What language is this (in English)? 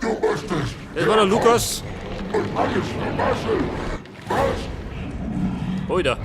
Bavarian